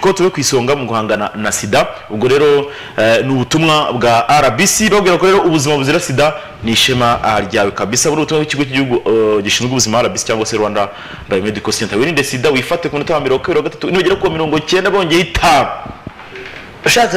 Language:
Kinyarwanda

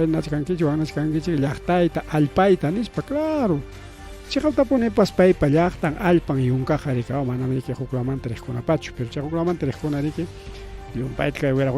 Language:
Ayacucho Quechua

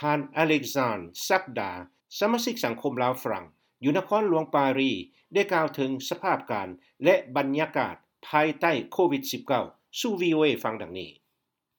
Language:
Lao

